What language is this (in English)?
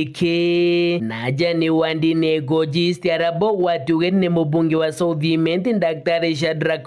Meru